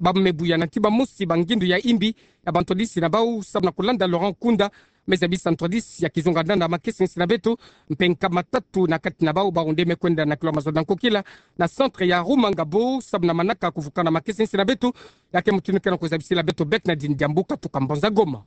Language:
Kituba (Democratic Republic of Congo)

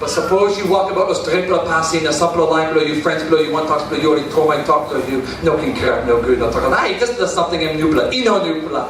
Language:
Tok Pisin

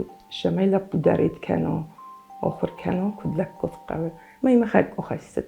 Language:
Ossetic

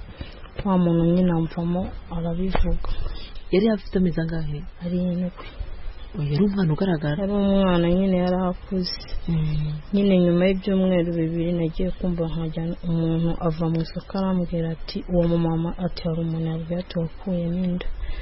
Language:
Kinyarwanda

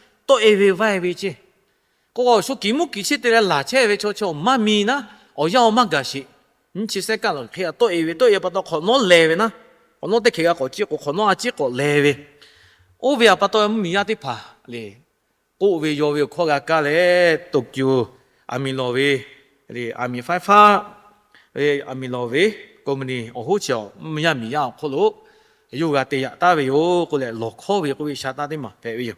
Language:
Lahu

